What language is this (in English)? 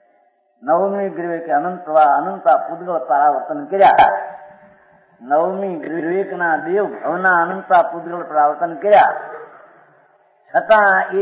Gujarati